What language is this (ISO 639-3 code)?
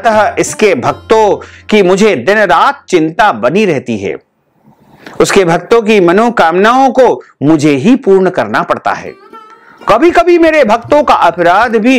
hin